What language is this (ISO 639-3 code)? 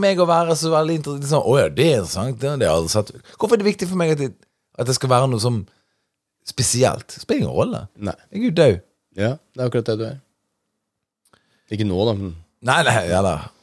nor